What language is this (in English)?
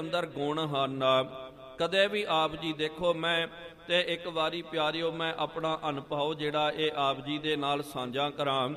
Punjabi